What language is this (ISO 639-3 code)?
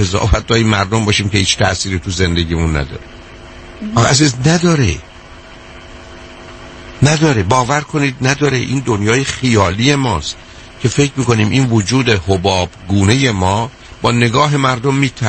fas